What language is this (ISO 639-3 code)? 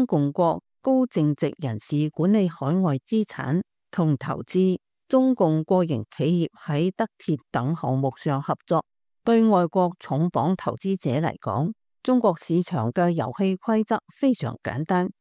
yue